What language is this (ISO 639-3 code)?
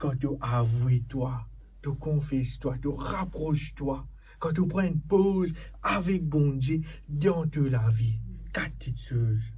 mfe